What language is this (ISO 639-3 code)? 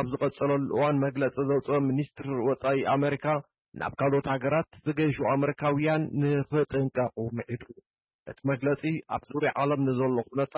tir